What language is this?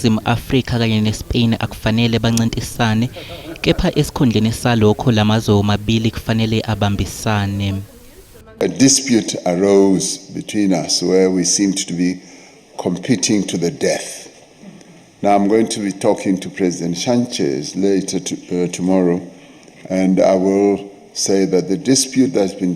Zulu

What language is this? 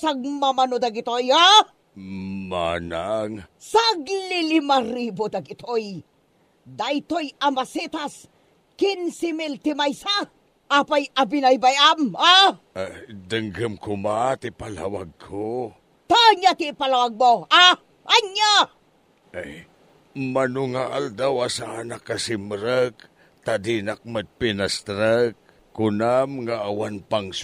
Iloko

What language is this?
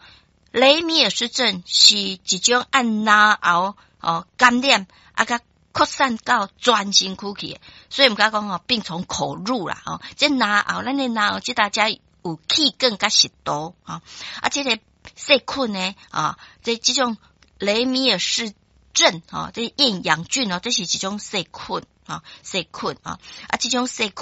Min Nan Chinese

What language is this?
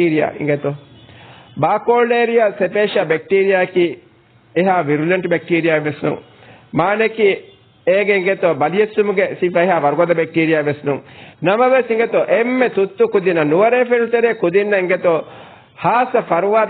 Divehi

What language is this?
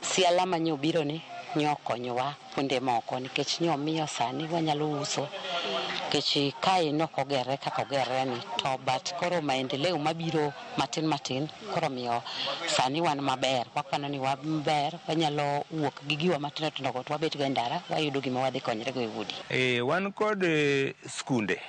Luo (Kenya and Tanzania)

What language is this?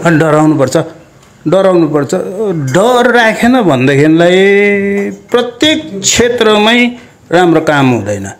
Nepali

